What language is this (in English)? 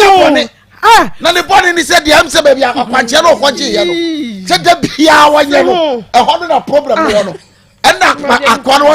Akan